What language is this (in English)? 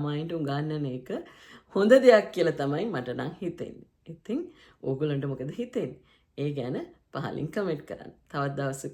Sinhala